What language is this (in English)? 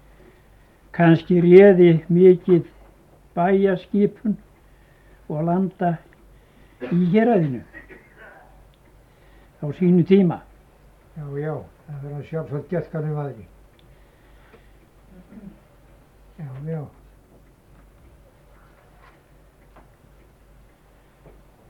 Icelandic